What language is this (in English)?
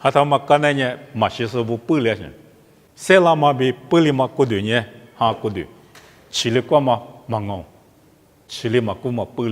Lisu